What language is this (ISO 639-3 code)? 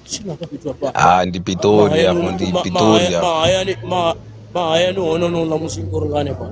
ven